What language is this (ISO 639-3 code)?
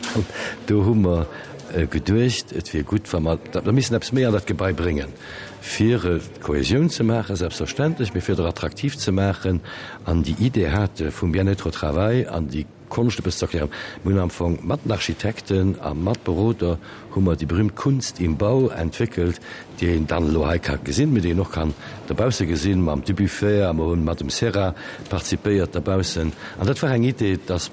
ltz